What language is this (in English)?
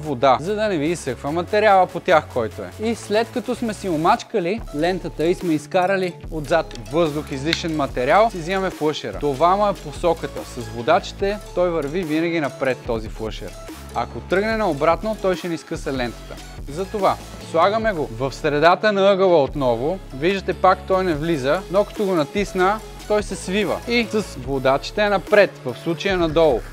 Bulgarian